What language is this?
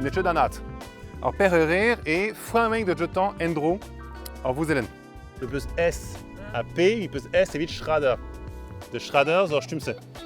Breton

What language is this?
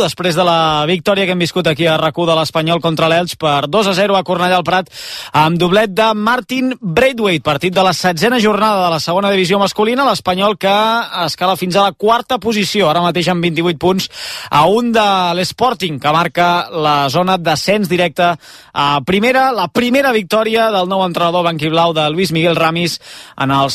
Catalan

